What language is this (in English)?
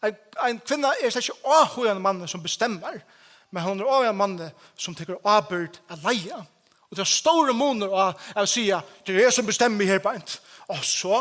Faroese